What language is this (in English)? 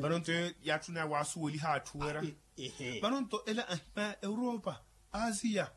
Makhuwa